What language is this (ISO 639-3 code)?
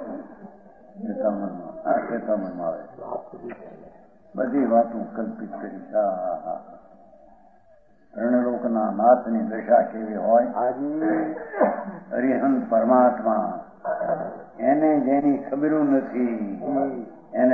guj